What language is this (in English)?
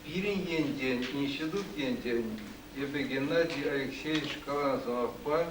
Chuvash